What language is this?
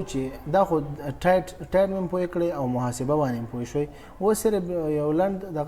Pashto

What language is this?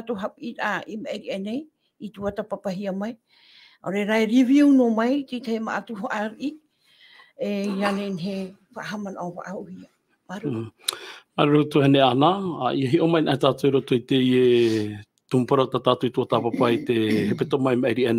Tahitian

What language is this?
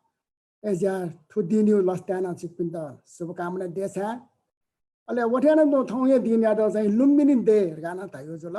Newari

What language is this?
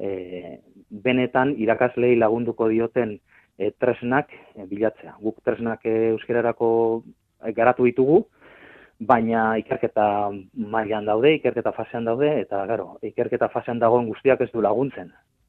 Basque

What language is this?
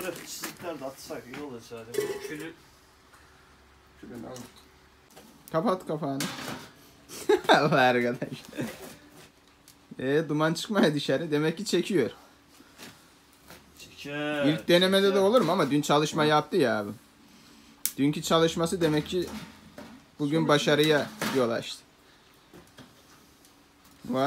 Turkish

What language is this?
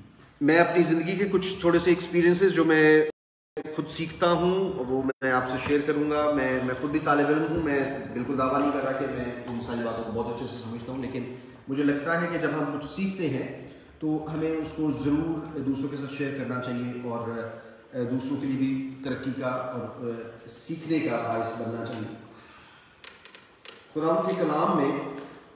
Hindi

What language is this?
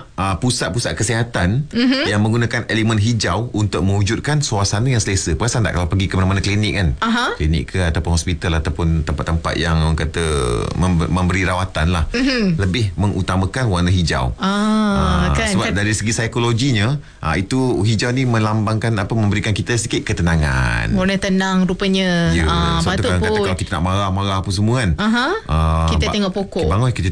Malay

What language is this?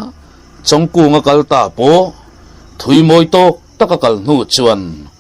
Mizo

